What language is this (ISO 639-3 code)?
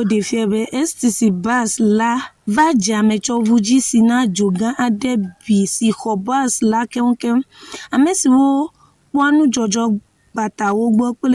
ewe